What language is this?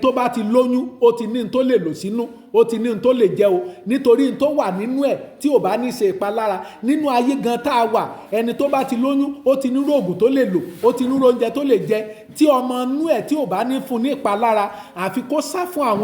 Yoruba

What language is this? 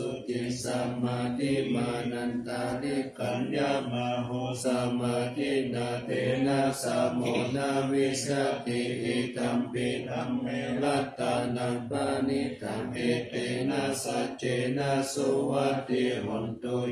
Pali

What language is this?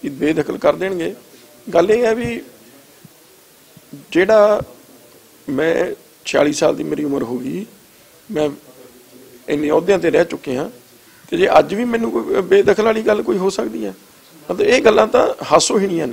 Punjabi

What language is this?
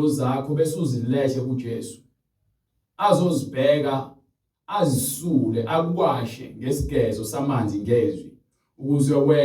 Zulu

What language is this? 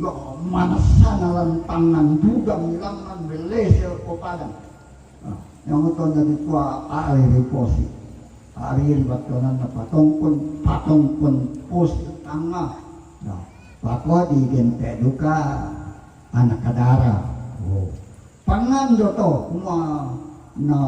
Toraja-Sa'dan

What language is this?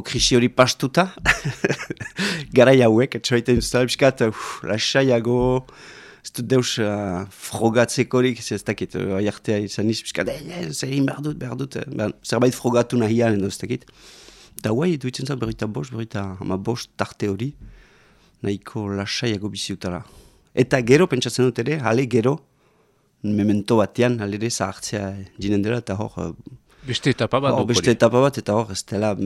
Basque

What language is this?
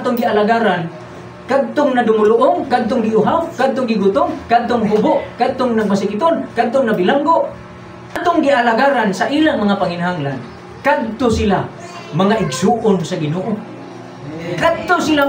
Cebuano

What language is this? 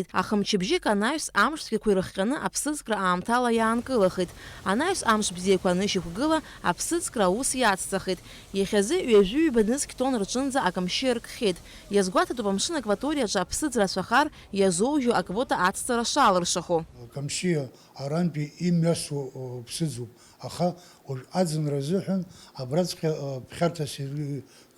Abkhazian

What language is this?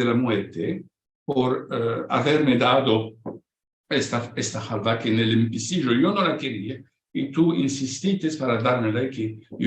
Ladino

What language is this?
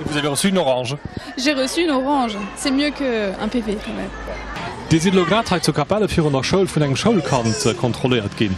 Luxembourgish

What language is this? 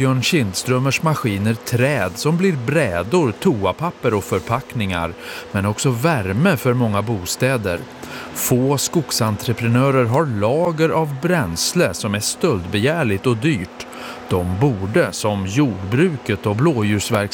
Swedish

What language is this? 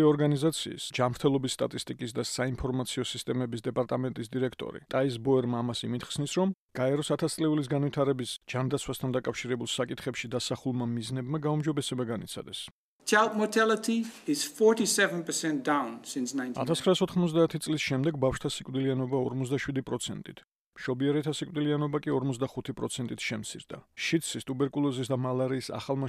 Georgian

